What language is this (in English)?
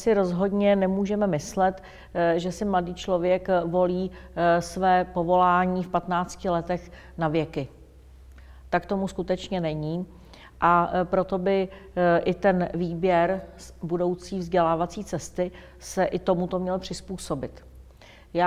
Czech